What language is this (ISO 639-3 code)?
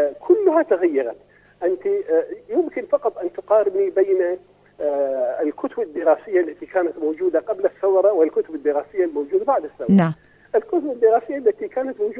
ara